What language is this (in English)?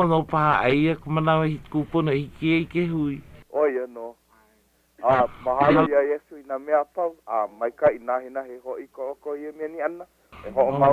Hawaiian